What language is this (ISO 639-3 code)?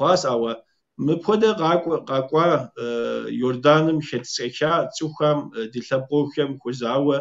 kbd